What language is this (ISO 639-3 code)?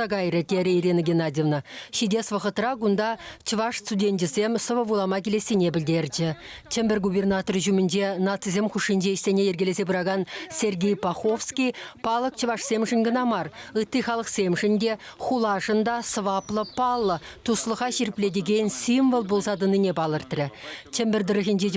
chv